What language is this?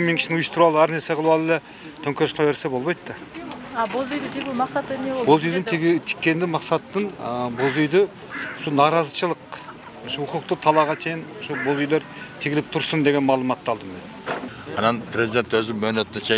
Kyrgyz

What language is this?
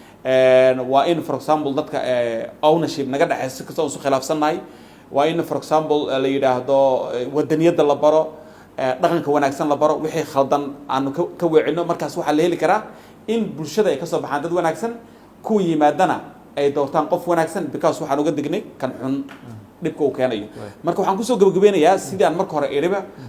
Somali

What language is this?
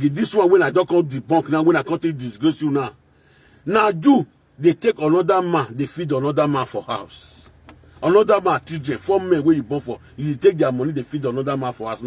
Nigerian Pidgin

